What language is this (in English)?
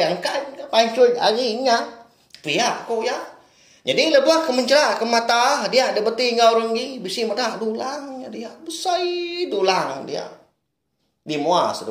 Iban